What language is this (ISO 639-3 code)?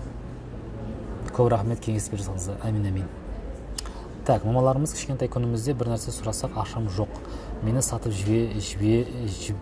kaz